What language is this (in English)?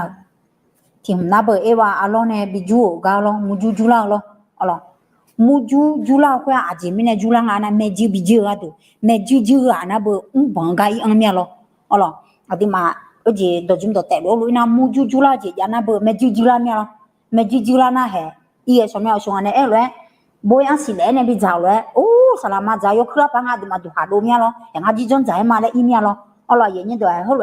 Akha